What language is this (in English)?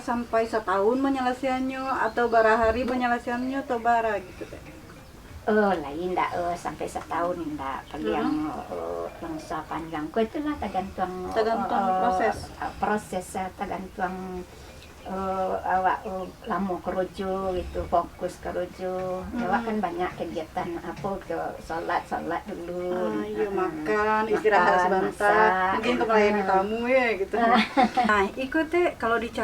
Minangkabau